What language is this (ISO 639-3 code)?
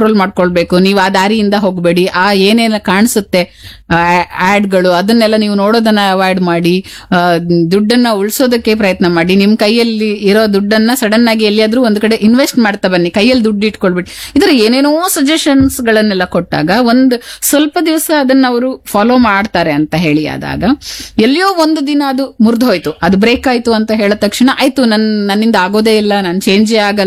kan